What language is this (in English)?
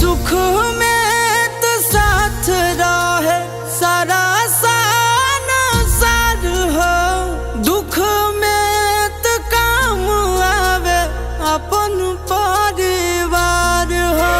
Magahi